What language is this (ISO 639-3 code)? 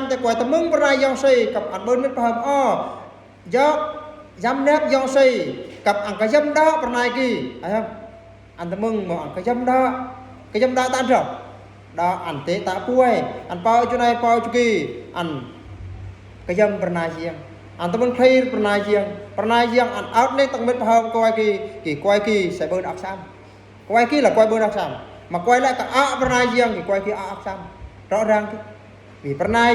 bru